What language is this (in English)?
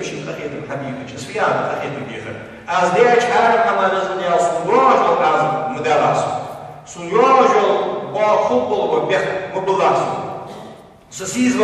Ingush